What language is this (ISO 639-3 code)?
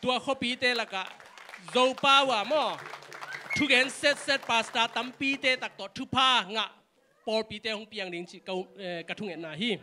ctd